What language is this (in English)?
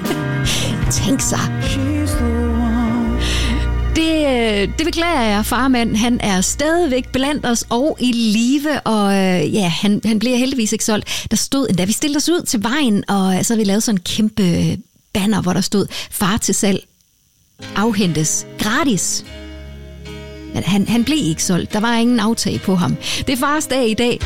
Danish